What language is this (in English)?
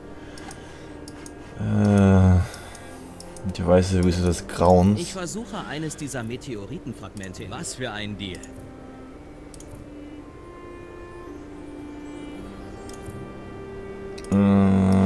German